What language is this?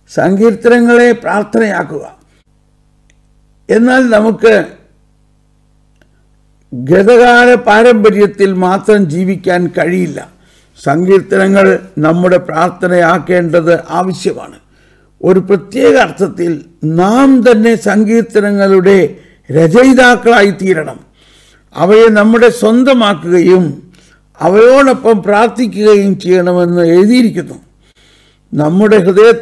Malayalam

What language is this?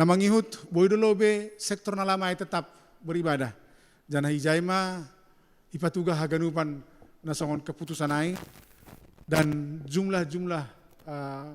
Batak Simalungun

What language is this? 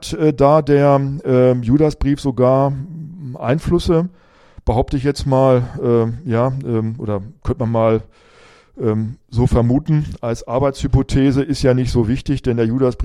German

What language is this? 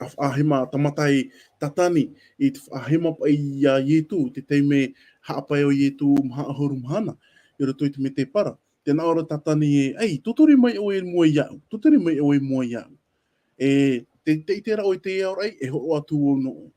Tahitian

